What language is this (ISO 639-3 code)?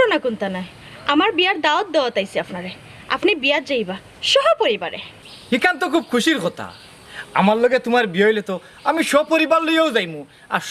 syl